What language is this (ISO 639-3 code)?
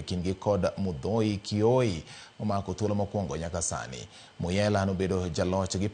luo